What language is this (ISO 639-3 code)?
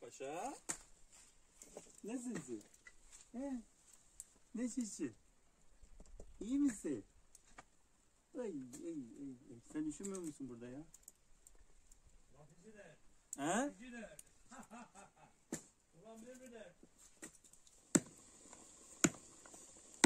tur